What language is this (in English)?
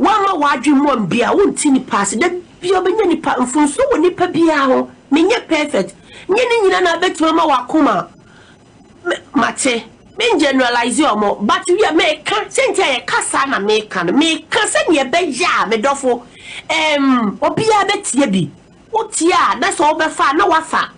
Akan